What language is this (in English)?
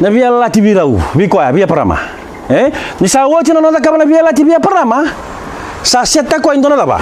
Fijian